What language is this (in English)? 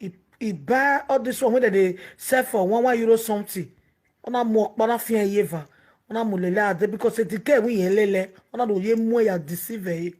Nigerian Pidgin